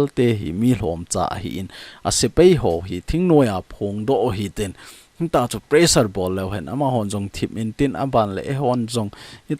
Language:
Thado Chin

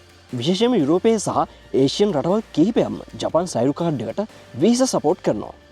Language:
Sinhala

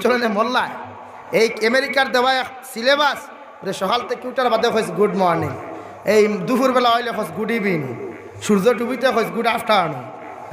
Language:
Sylheti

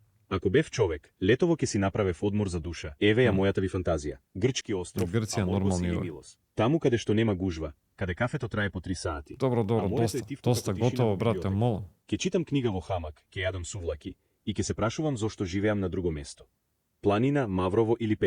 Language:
Macedonian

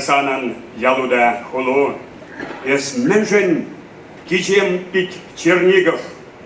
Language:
Chuvash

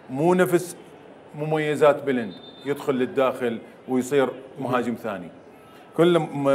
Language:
Mesopotamian Arabic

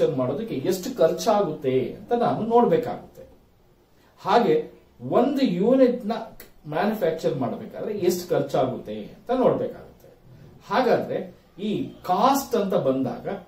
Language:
Kannada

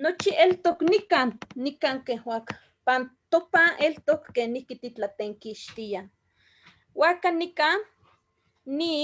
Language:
Eastern Huasteca Nahuatl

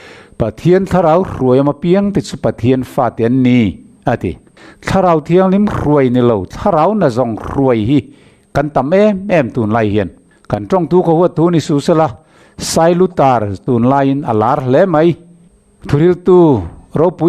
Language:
Mizo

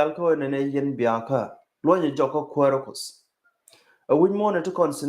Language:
Nuer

